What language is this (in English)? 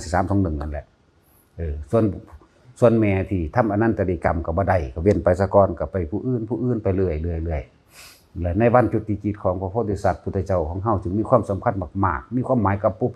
Northeastern Thai